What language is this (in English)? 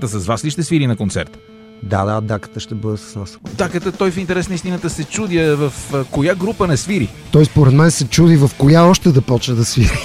Bulgarian